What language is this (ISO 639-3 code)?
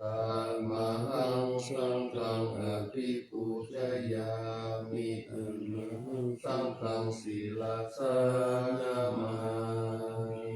pli